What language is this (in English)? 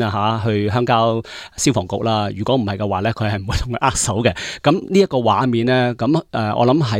Cantonese